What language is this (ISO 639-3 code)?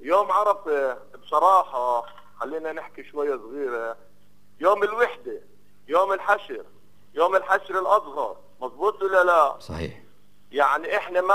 apc